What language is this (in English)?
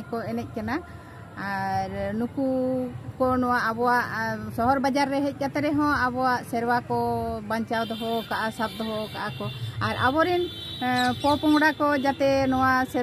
Santali